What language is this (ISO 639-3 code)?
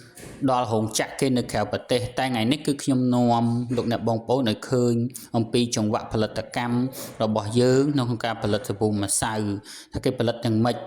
khm